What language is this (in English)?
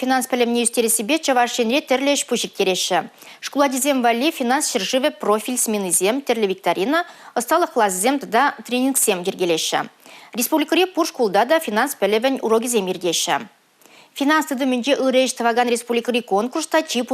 Chuvash